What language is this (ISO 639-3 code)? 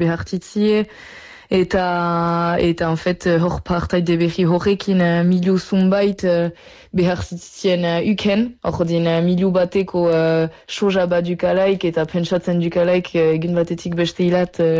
eus